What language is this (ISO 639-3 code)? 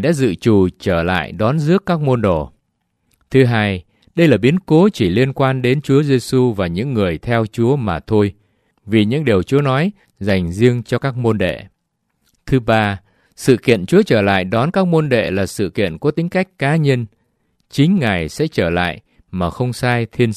vie